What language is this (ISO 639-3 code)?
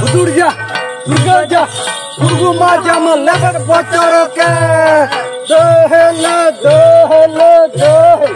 sat